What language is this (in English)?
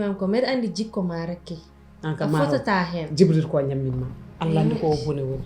Fula